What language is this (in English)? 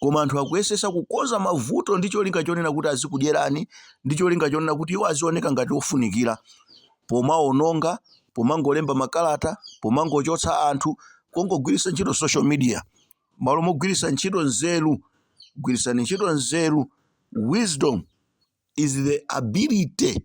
Nyanja